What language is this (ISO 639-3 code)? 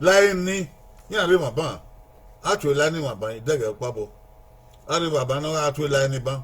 bin